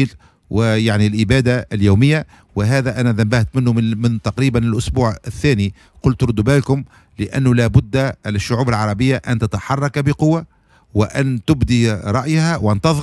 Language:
Tunisian Arabic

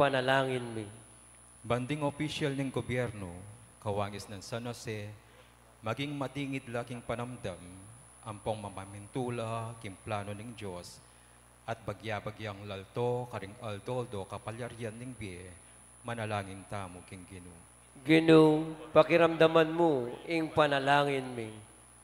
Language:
Pampanga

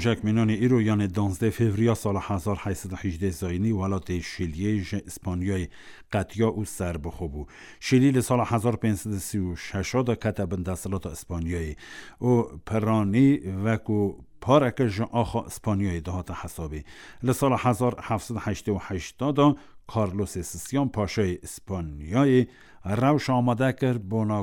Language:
Kurdish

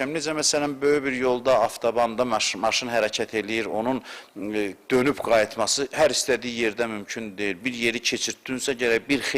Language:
Azerbaijani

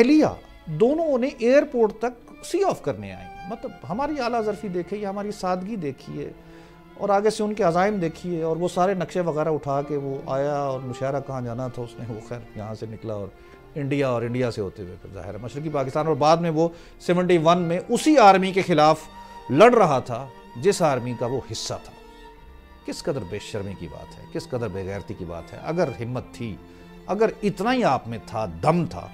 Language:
Urdu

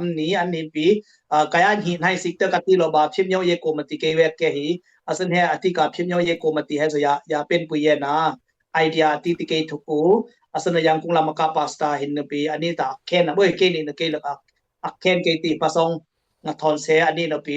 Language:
Dimasa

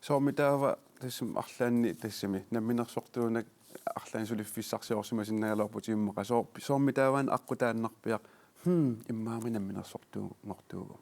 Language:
Kalaallisut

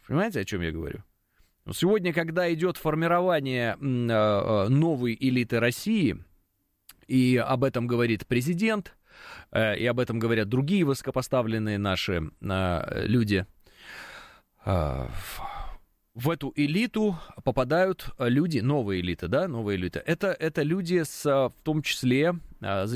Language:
Russian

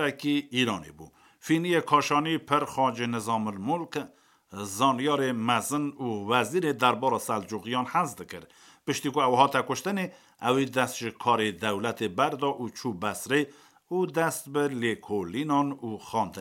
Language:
Kurdish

